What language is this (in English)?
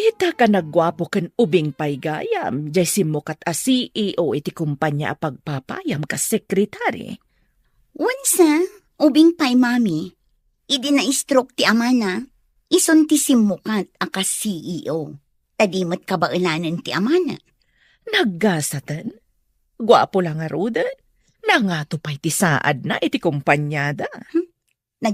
Iloko